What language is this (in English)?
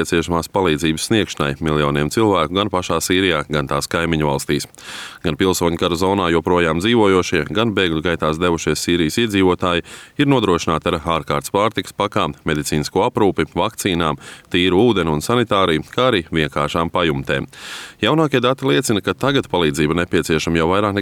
Latvian